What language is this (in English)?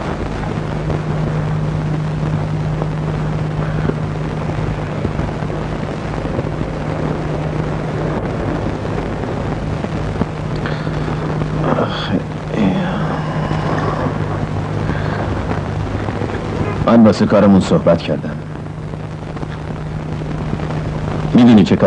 Persian